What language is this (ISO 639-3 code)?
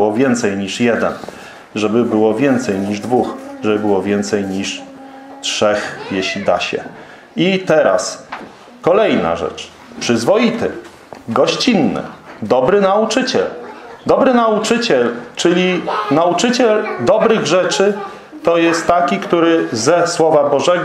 pol